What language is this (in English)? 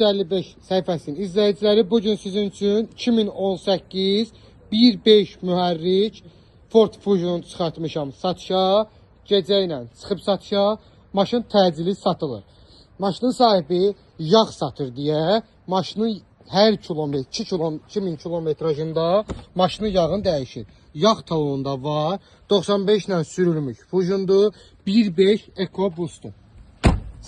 Azerbaijani